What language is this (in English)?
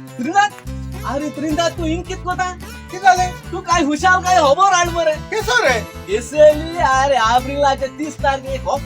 Konkani